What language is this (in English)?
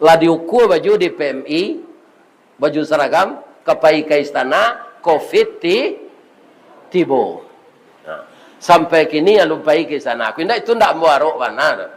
Minangkabau